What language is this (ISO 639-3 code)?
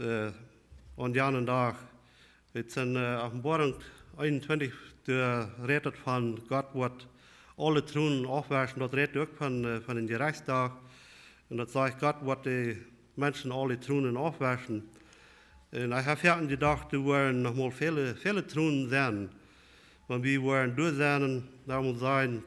pdt